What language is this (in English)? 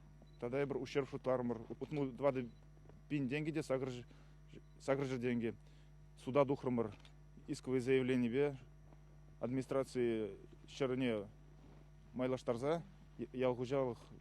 Chuvash